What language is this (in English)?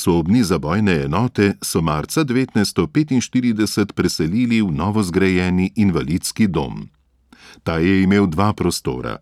Slovenian